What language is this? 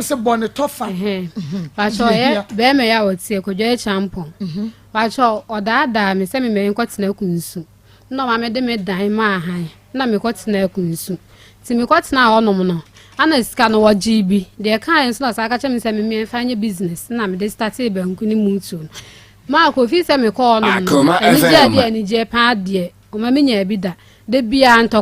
Akan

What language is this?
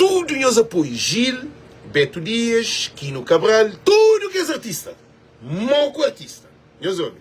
Kabuverdianu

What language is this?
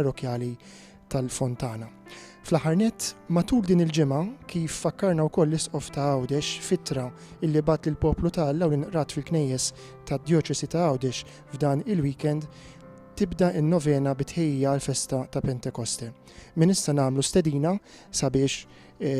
Maltese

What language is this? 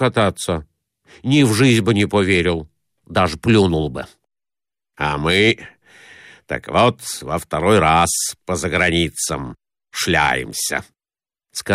Russian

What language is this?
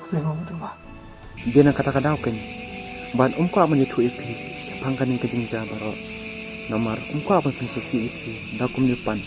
Khasi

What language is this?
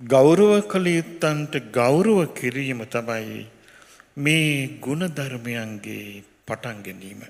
Sinhala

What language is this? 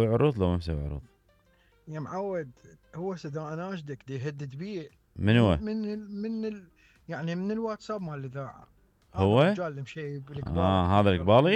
Mesopotamian Arabic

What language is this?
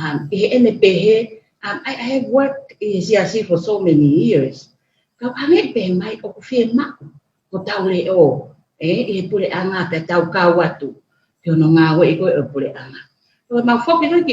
Tongan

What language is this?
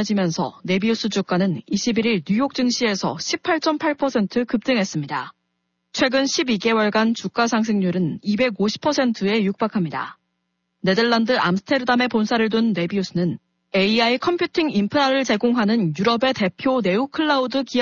Korean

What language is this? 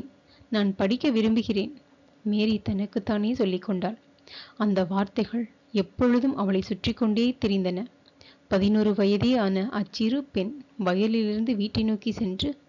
Tamil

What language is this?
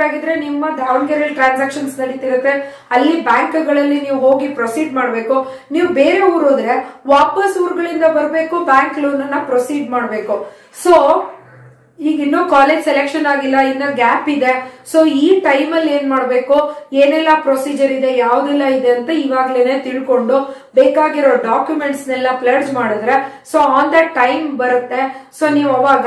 Kannada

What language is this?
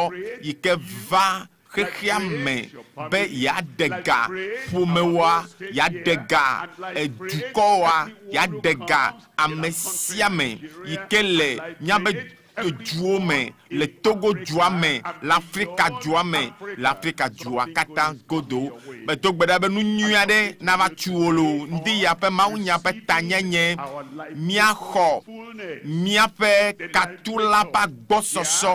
Ewe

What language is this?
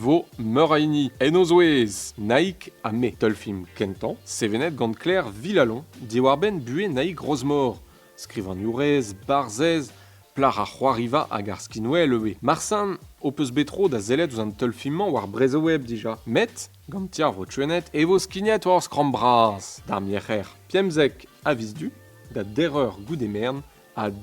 Breton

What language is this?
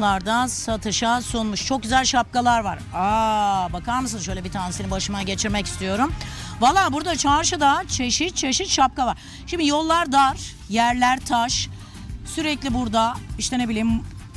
Turkish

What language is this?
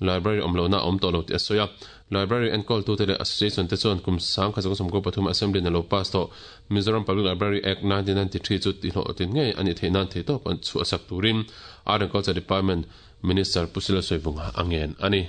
Mizo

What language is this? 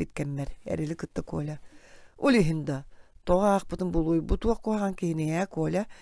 Yakut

